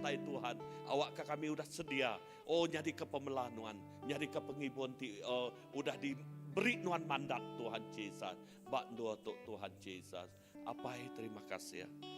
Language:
Iban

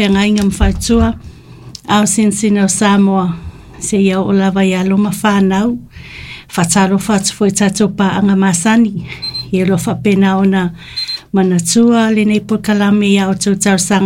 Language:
Samoan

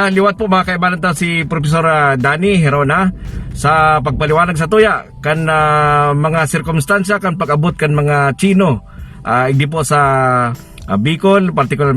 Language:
Bikol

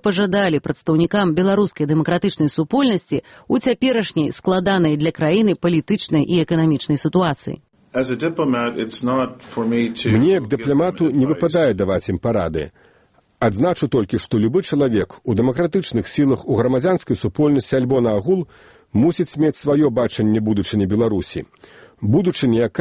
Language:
Belarusian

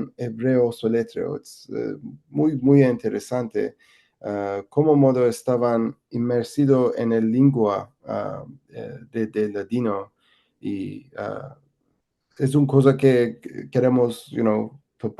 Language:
Ladino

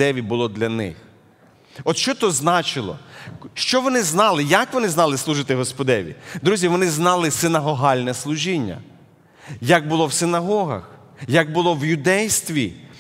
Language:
Ukrainian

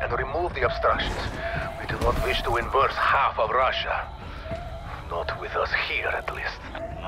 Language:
English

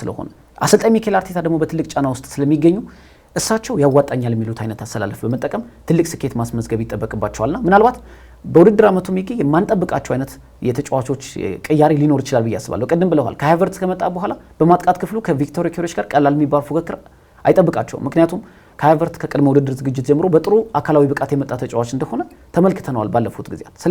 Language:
Amharic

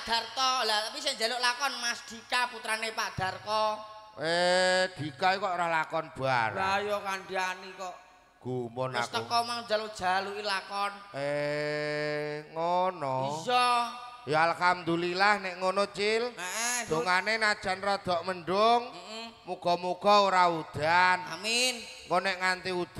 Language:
Javanese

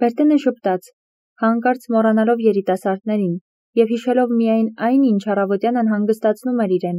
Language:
Armenian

